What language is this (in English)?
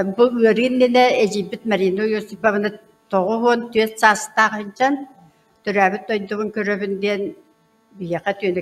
Yakut